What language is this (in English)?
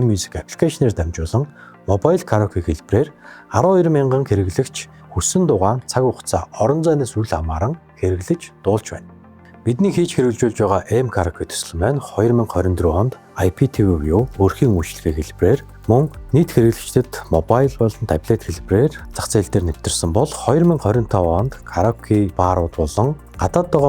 Mongolian